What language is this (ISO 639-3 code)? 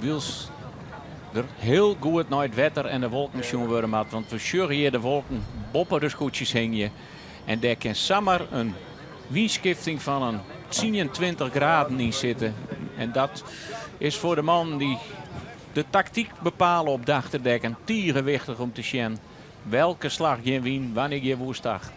fry